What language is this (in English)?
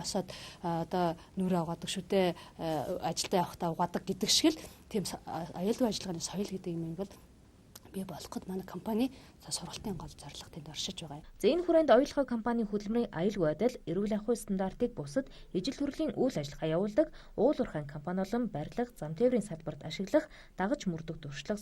Mongolian